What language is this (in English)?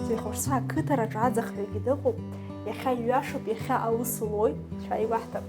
Abkhazian